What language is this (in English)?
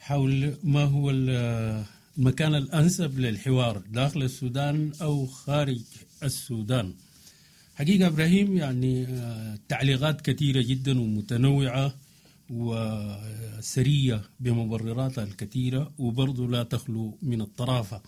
Sudanese Arabic